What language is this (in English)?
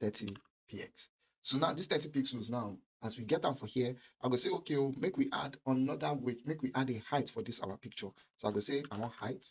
Nigerian Pidgin